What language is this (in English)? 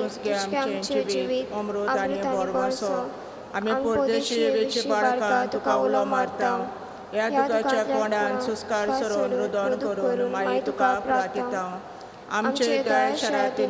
Konkani